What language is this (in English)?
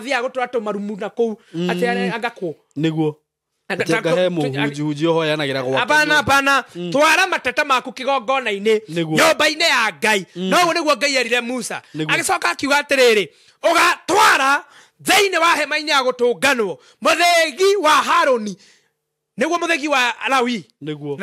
Kikuyu